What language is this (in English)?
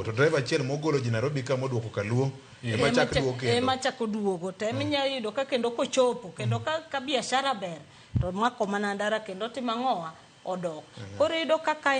Luo (Kenya and Tanzania)